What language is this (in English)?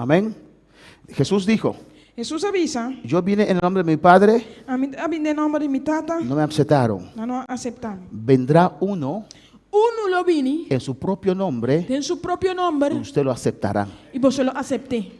Papiamento